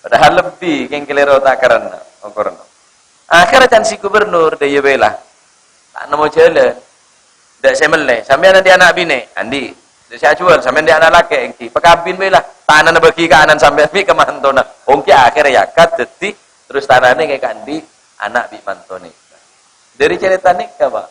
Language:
Madurese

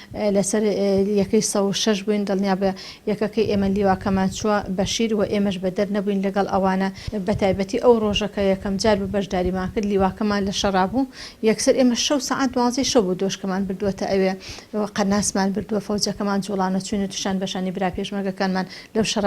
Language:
Central Kurdish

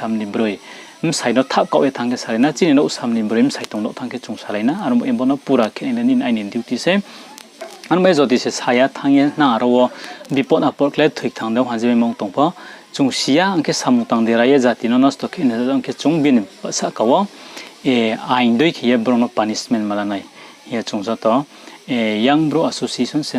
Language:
Riang (India)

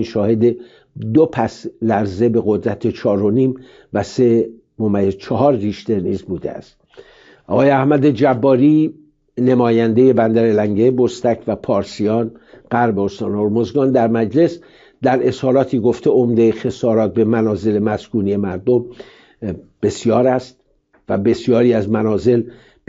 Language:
Persian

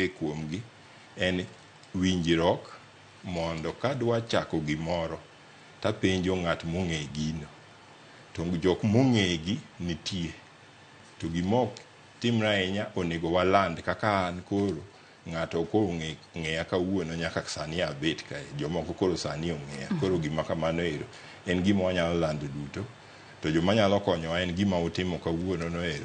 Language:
Luo (Kenya and Tanzania)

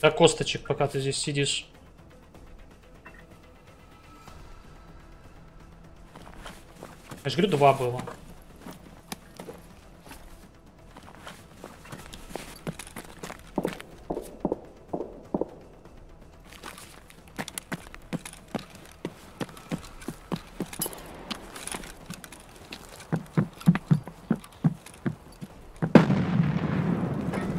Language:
Russian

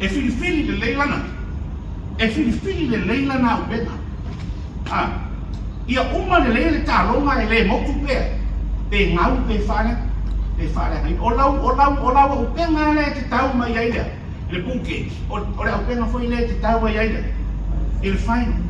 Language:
Samoan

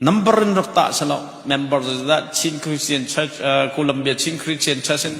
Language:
Hakha Chin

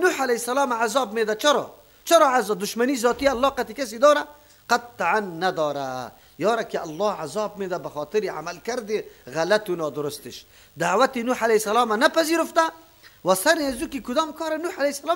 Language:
Persian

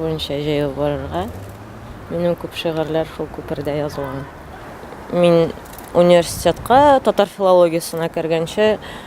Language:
Tatar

